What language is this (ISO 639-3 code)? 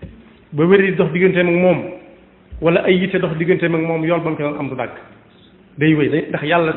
wol